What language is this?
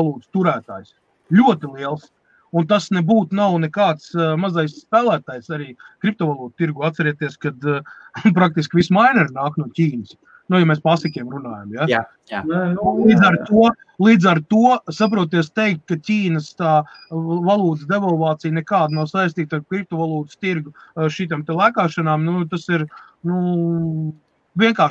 Latvian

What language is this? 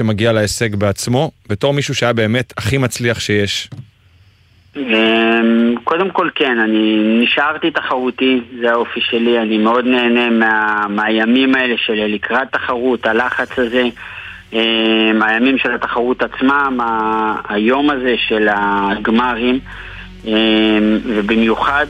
Hebrew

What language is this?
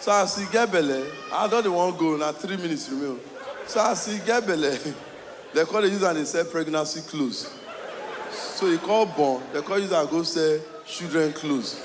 Nigerian Pidgin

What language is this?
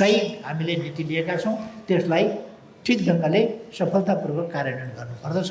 Nepali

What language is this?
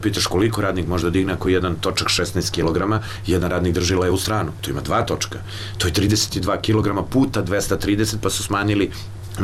Serbian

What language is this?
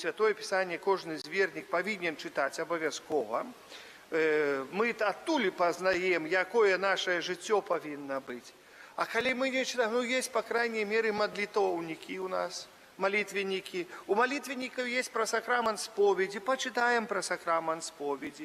Belarusian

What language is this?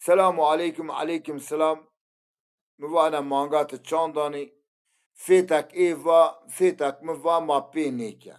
Zaza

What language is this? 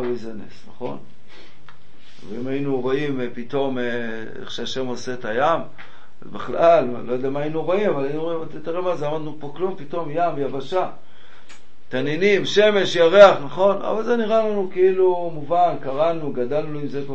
Hebrew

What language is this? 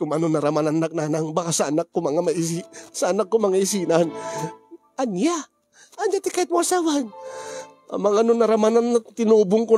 Iloko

